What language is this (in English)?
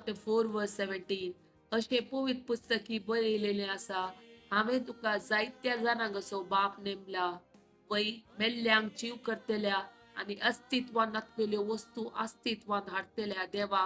Konkani